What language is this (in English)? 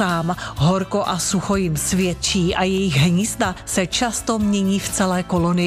Czech